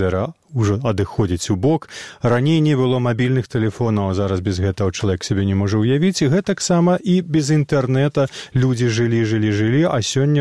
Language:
Belarusian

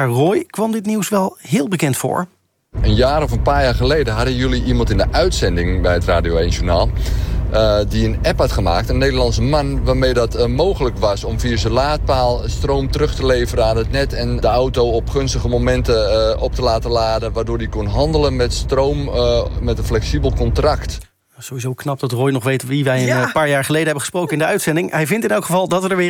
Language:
Dutch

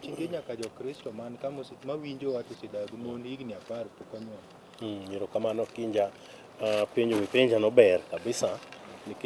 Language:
Luo (Kenya and Tanzania)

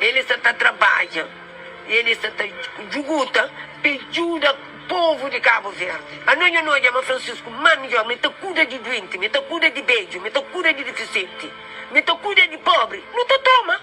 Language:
Kabuverdianu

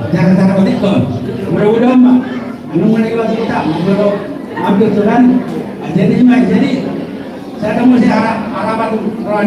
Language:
Batak Toba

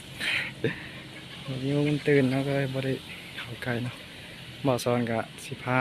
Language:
Lao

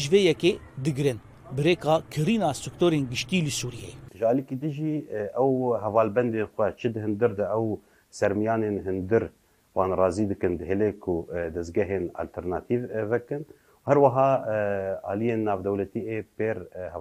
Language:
Kurdish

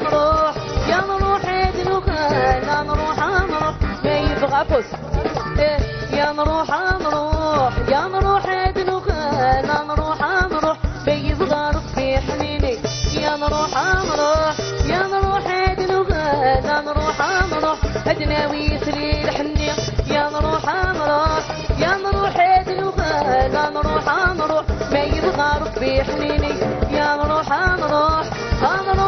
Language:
Algerian Arabic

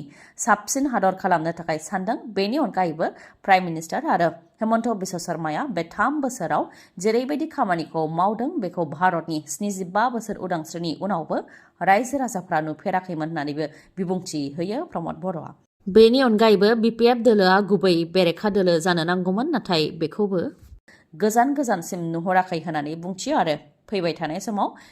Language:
Bodo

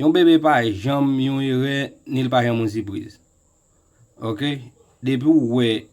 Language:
Haitian Creole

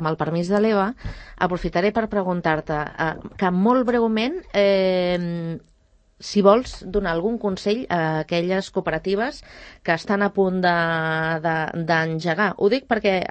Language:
Catalan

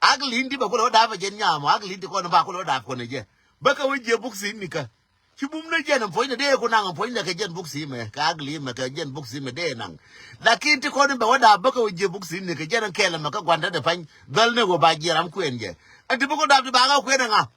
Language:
Nuer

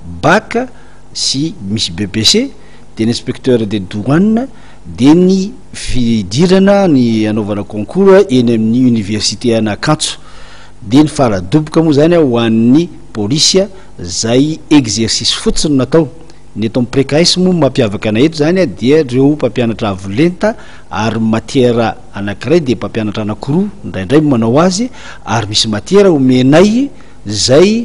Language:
Malagasy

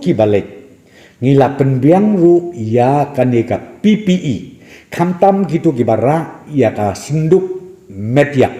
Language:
Khasi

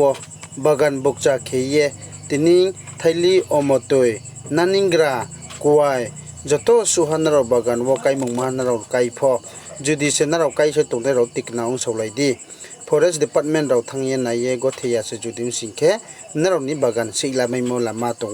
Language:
Riang (India)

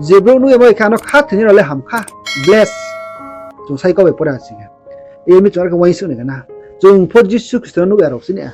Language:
Riang (India)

